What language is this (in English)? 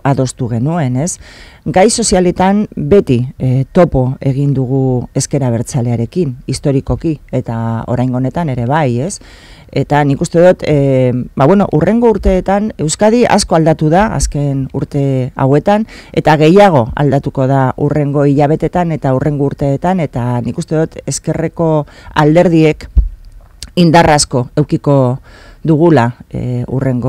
Basque